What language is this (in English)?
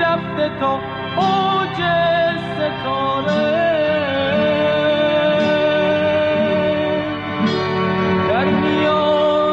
Persian